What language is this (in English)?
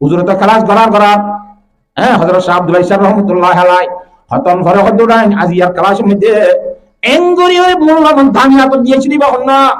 Rohingya